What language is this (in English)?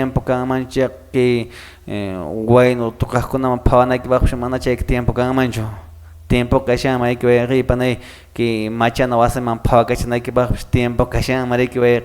Quechua